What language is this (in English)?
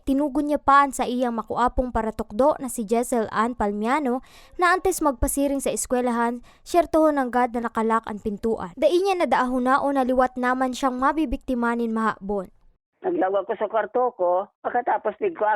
Bikol